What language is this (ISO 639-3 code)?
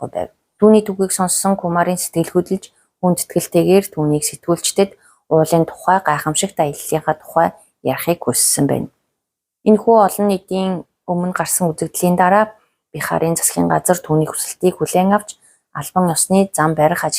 mon